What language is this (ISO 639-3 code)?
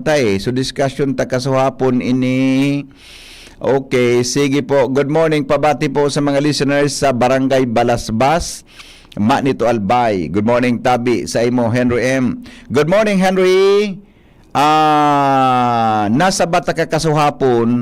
bik